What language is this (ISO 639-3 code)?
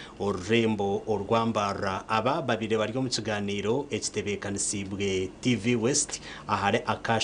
nyn